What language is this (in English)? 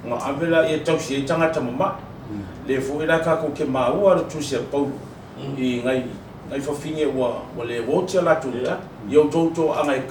Samoan